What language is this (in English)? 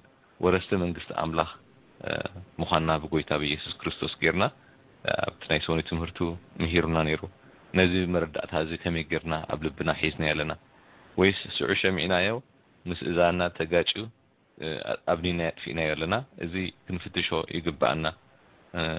Tigrinya